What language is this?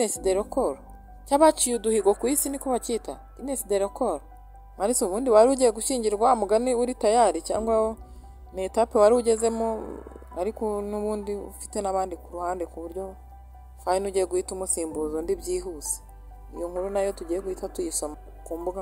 Kinyarwanda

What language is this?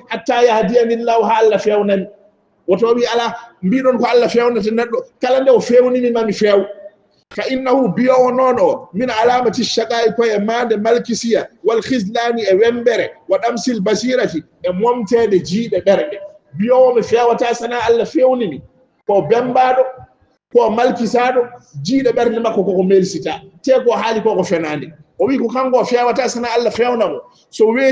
Fula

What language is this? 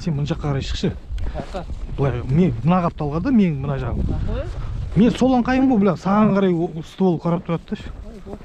Kazakh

